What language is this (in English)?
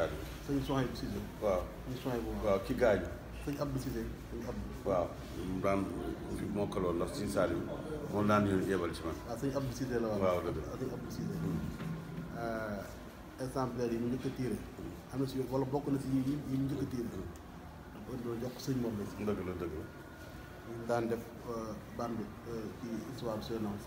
Wolof